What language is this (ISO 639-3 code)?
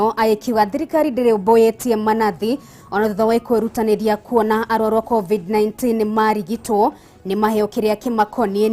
kik